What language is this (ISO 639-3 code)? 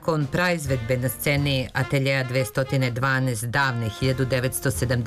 srp